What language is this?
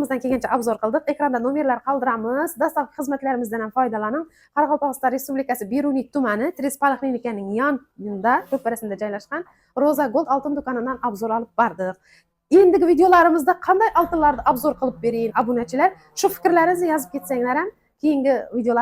Uzbek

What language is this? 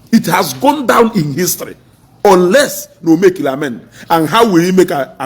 Igbo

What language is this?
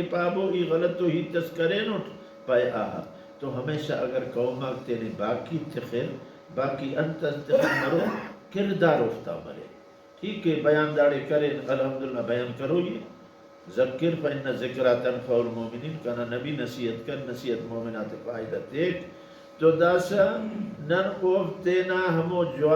Brahui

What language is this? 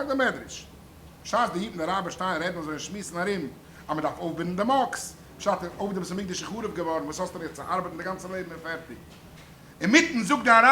Yiddish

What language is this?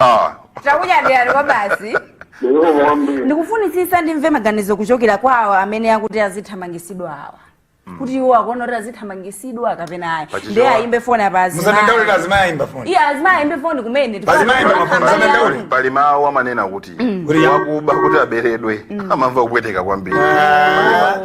Nyanja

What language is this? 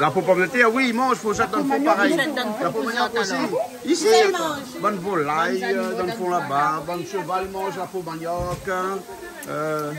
Réunion Creole French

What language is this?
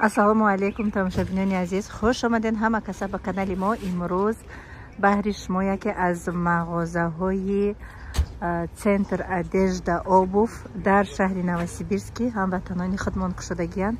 Tajik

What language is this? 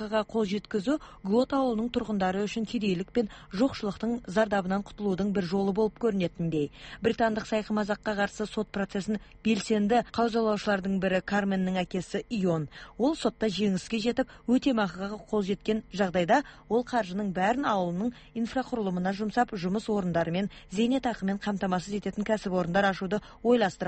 Kazakh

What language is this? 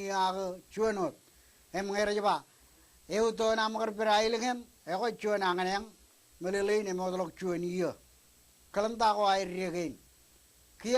Marshallese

